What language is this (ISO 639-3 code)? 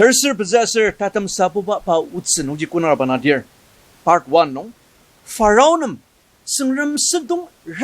njo